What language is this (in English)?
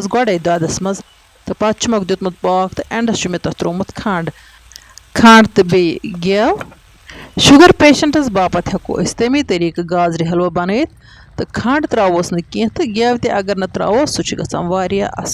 Kashmiri